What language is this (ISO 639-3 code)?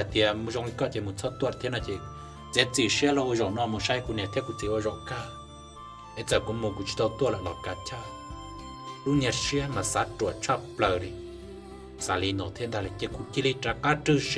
hmn